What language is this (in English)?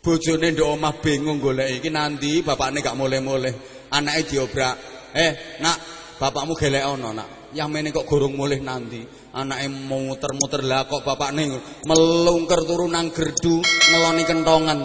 Javanese